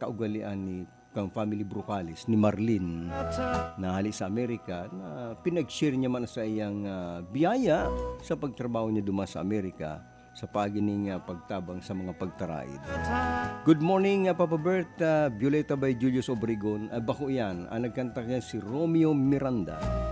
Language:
Bikol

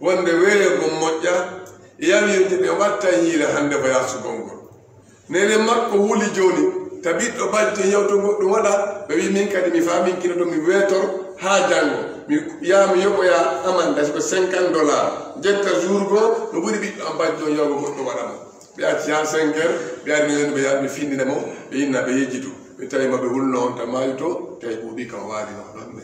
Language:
Fula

